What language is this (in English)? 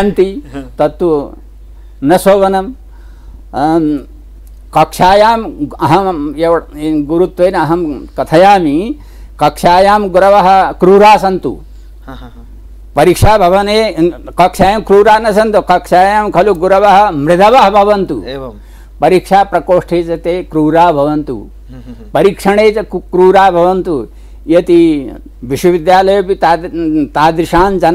Sanskrit